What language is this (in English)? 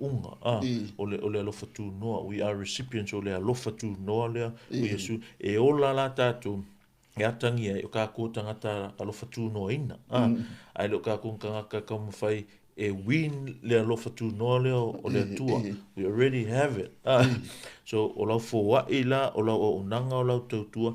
Samoan